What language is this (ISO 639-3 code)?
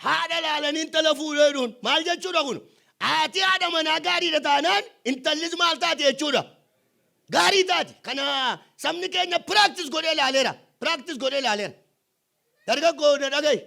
orm